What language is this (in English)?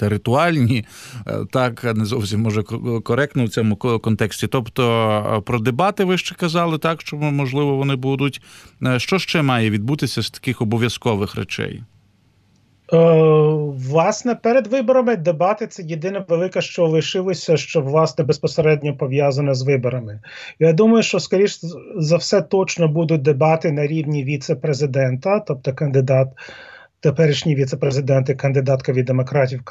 Ukrainian